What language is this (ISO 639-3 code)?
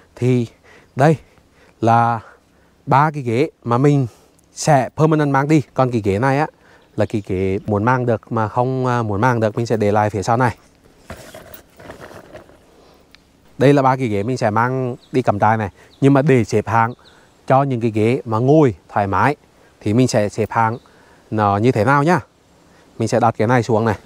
vie